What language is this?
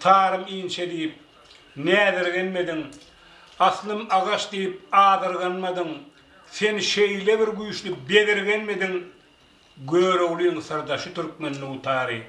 Turkmen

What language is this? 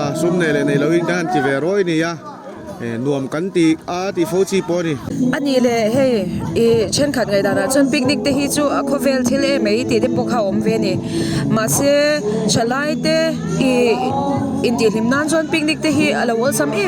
Mizo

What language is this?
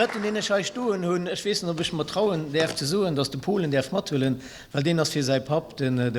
Luxembourgish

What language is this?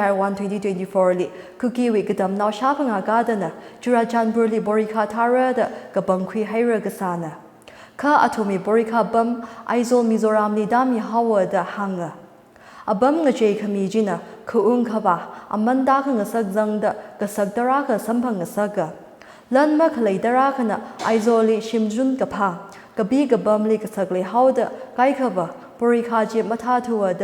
Tangkhul Naga (India)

